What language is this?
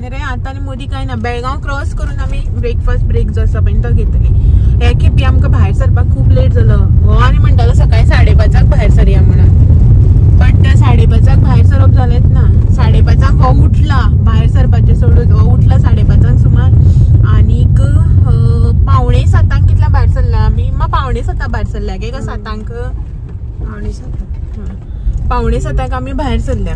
Konkani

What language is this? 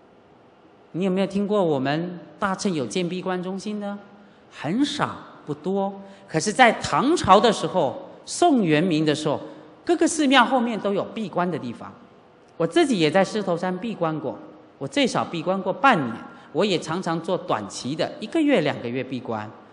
Chinese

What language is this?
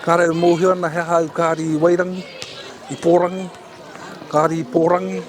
Māori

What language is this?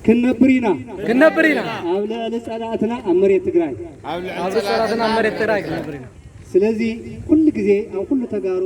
Tigrinya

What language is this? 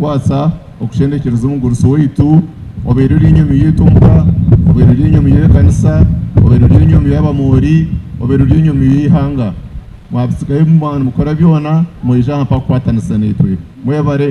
Nyankole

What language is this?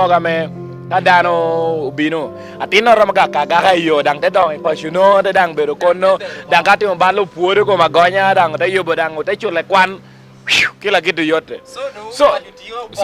Lango (Uganda)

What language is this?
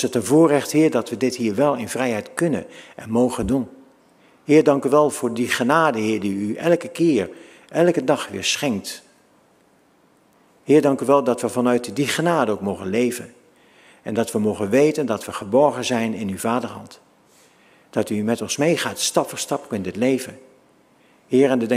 Dutch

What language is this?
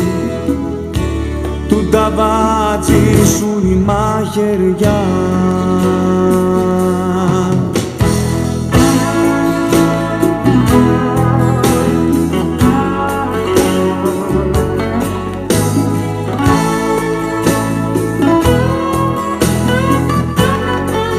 Greek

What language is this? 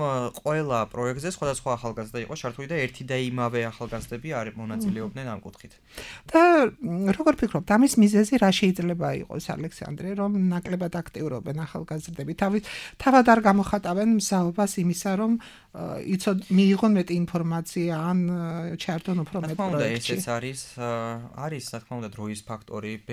Georgian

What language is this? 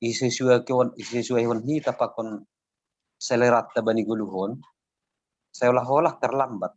Batak Simalungun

